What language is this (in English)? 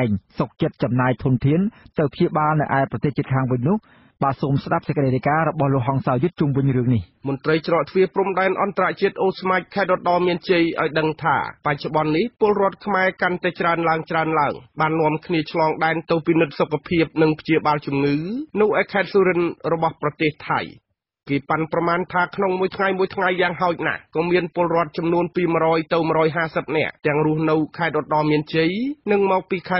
Khmer